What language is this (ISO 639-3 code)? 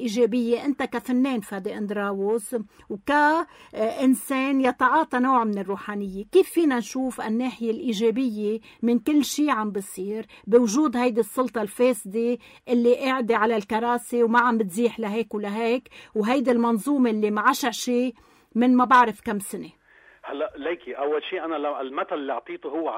apc